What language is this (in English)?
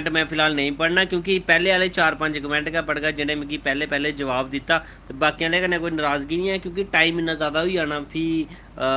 Dogri